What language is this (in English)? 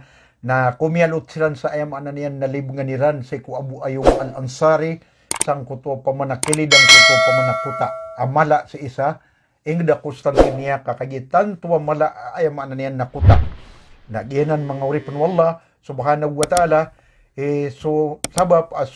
Maranao